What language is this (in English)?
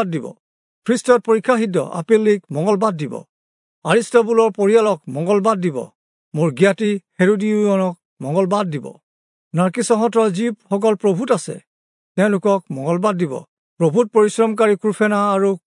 Assamese